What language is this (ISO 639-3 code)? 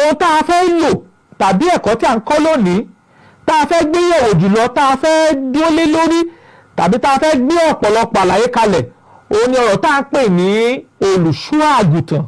yor